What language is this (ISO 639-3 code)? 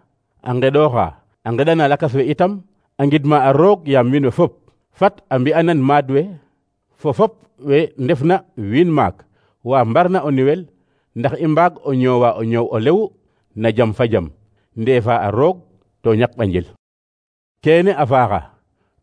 srr